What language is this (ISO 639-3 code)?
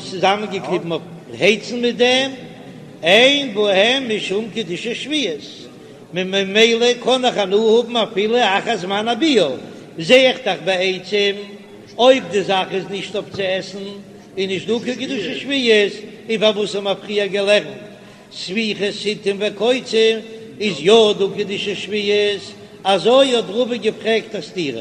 yid